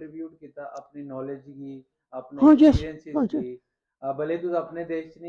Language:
Dogri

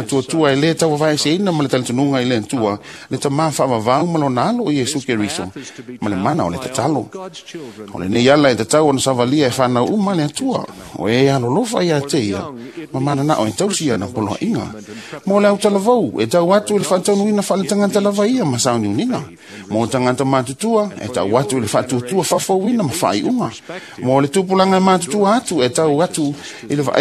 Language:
Samoan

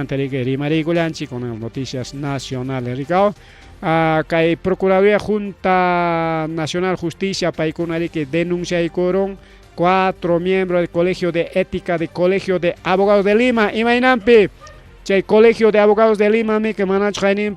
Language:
Ayacucho Quechua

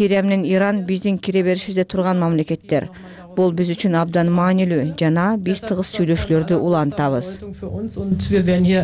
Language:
Kyrgyz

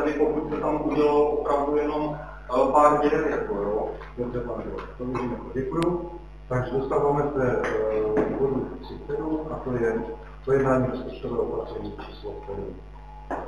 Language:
Czech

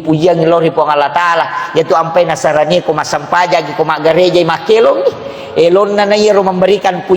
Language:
Buginese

